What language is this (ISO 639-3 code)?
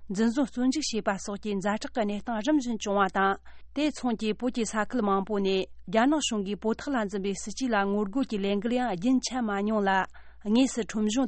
bod